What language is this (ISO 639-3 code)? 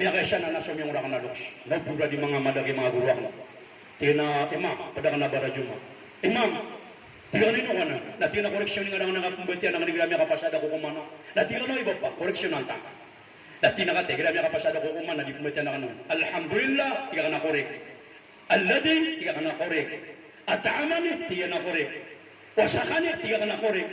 mrw